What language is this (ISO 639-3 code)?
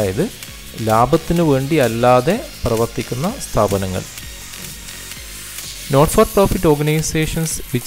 mal